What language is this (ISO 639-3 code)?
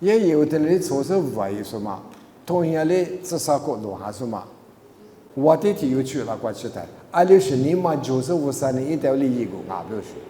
lis